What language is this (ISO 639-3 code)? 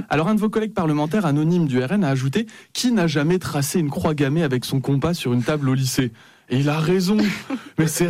fra